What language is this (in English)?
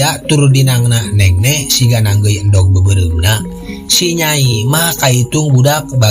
Sundanese